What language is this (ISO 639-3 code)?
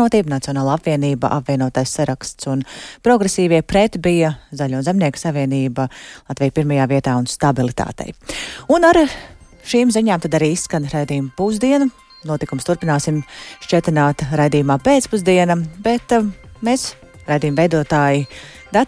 lav